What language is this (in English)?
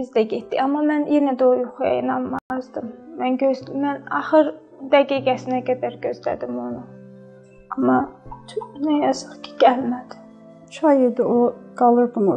Azerbaijani